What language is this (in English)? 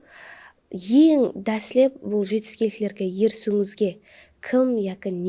Kara-Kalpak